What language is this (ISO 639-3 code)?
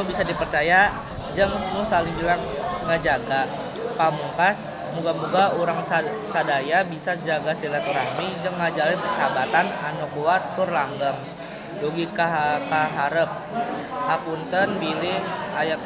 sun